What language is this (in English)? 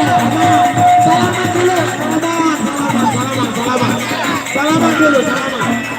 Sasak